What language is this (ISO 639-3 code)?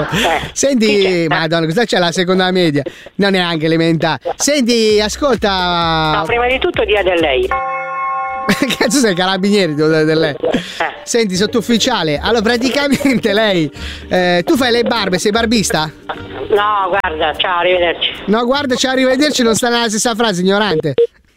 ita